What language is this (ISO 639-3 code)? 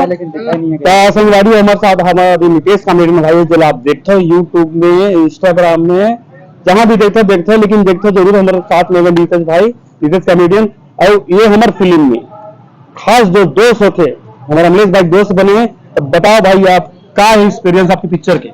hne